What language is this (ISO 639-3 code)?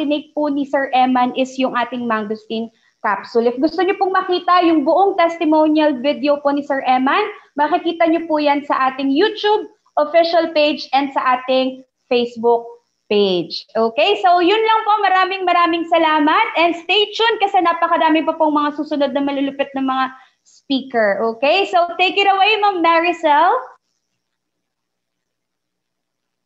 fil